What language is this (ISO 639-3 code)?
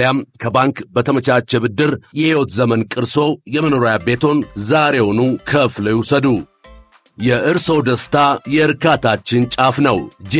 amh